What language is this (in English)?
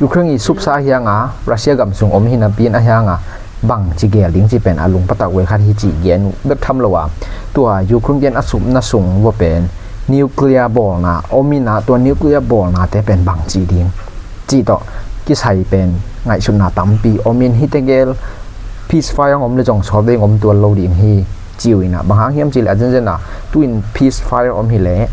Tedim Chin